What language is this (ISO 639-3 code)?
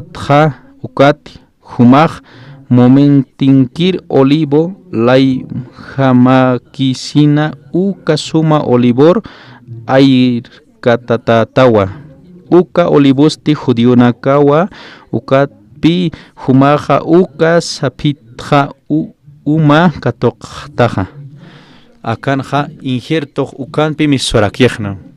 aym